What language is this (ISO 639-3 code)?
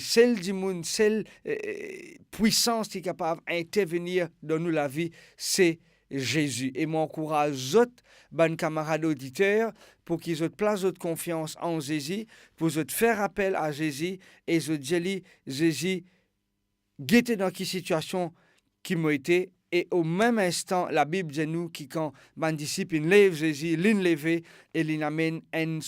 mfe